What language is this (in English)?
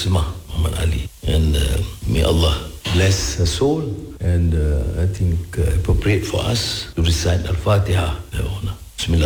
Malay